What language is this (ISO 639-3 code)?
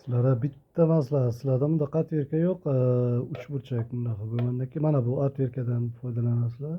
uzb